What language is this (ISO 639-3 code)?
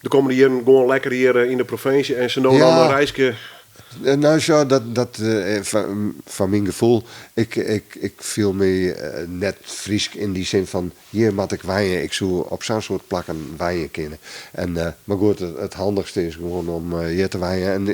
fry